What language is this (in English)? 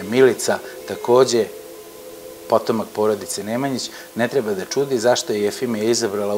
Serbian